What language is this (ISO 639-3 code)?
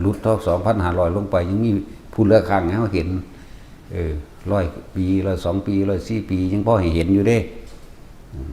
tts